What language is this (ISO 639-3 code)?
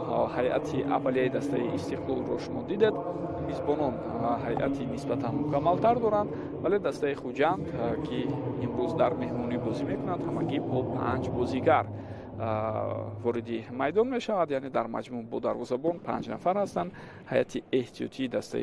tgk